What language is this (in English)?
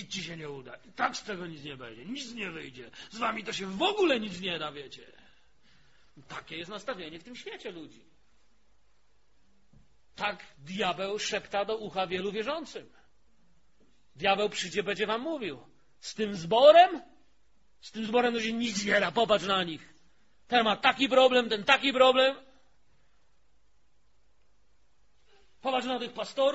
Polish